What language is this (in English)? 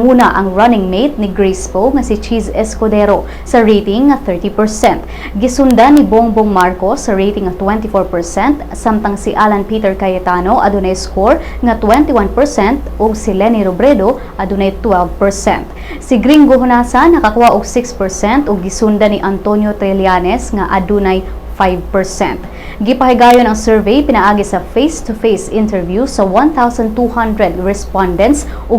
Cebuano